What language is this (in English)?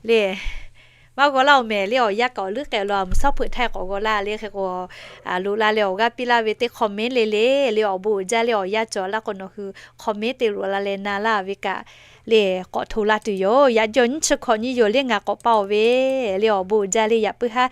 Lahu